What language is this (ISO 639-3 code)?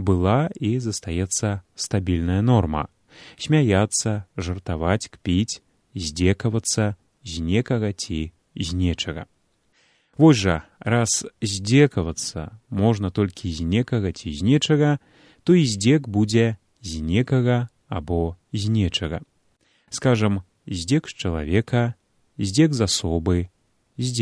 bel